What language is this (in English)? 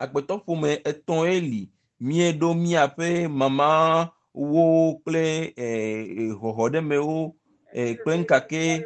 Ewe